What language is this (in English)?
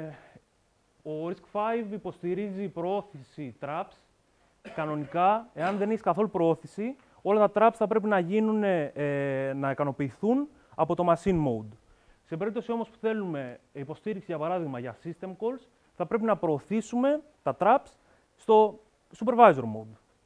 Greek